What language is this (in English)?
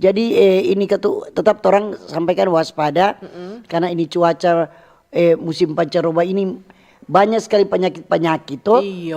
Manado Malay